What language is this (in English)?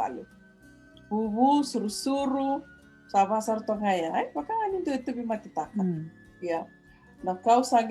Fijian